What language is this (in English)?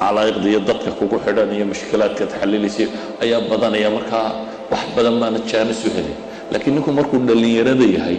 Somali